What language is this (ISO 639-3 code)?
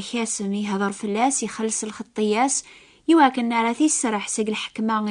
kab